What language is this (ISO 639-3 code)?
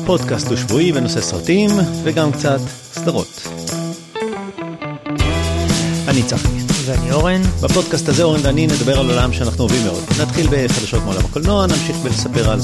heb